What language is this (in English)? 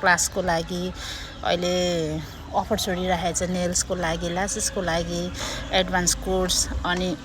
Nepali